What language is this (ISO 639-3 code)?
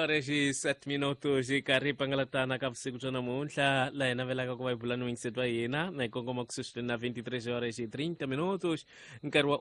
tso